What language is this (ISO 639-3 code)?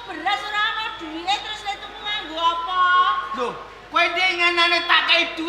jav